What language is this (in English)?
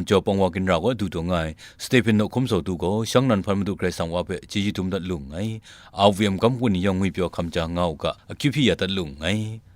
Kachin